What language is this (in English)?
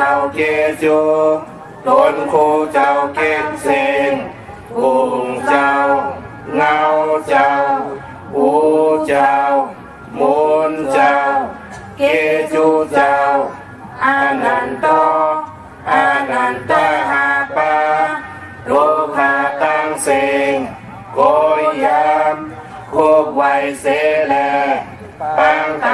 Shan